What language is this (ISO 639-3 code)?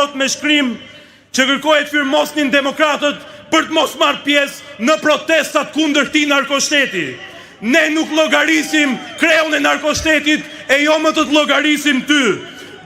sqi